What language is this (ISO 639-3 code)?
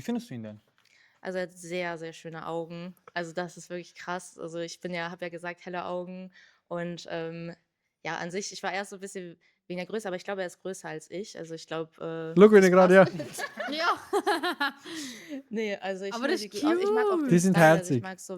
gsw